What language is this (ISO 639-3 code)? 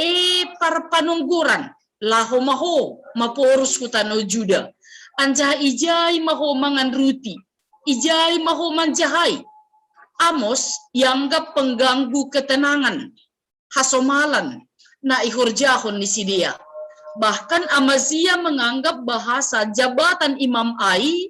bts